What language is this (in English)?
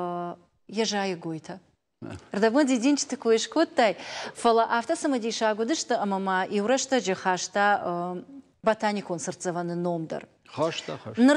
Ossetic